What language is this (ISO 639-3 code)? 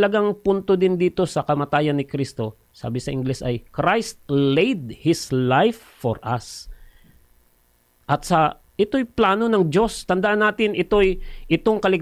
fil